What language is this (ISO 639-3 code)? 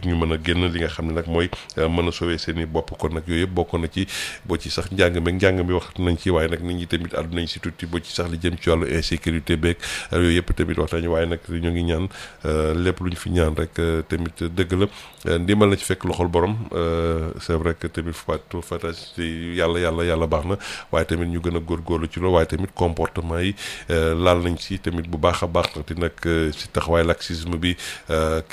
wol